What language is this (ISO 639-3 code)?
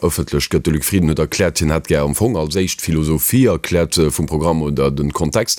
ltz